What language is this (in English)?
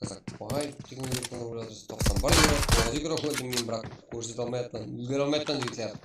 Kara-Kalpak